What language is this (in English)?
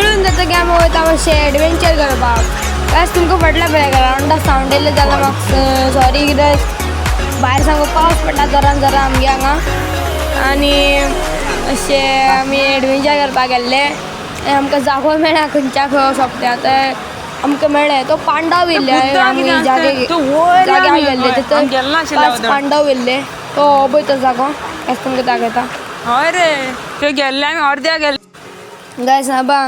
Konkani